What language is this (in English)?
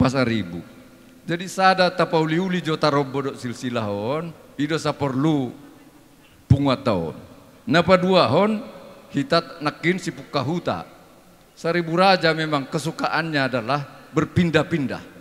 Batak Toba